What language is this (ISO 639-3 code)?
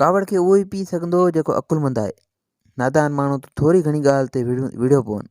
snd